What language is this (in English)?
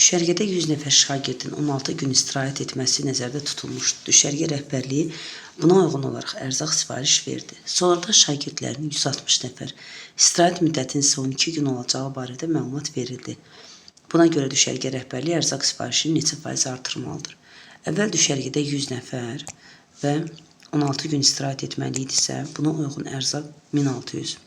Azerbaijani